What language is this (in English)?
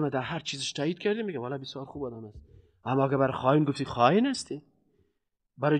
Persian